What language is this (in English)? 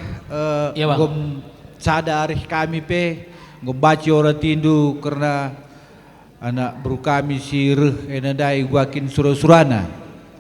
Batak Karo